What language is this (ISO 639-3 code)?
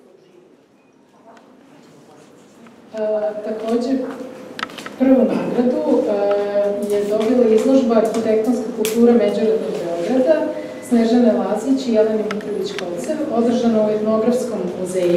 srp